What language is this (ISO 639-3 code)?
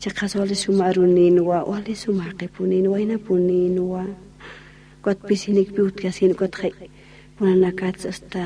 aym